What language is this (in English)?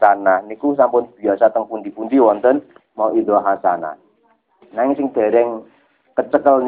Javanese